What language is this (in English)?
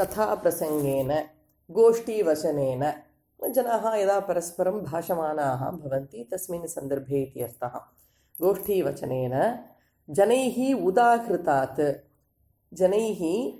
Sanskrit